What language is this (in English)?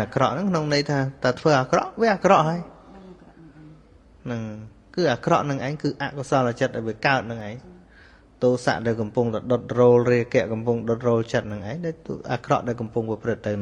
Khmer